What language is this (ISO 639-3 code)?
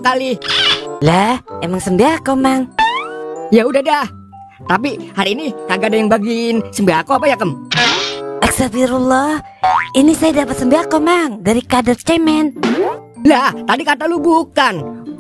bew